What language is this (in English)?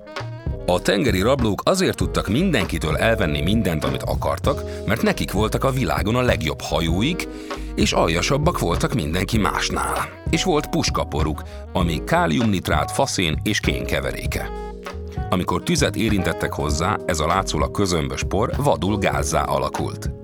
Hungarian